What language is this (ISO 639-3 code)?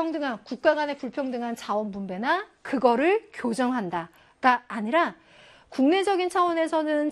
kor